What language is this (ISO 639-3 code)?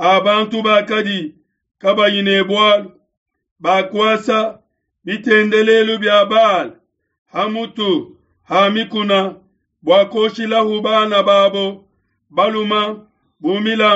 lua